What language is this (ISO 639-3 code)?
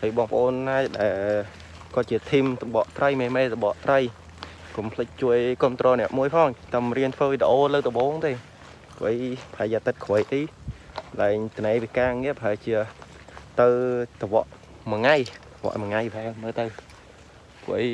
khm